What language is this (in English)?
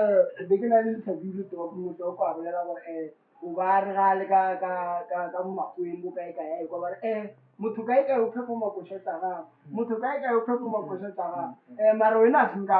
Northern Sotho